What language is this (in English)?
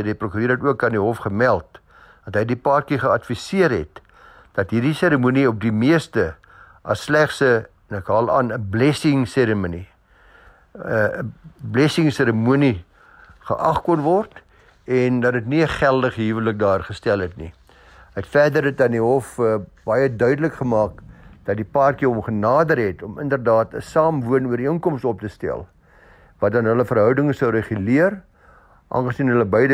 Afrikaans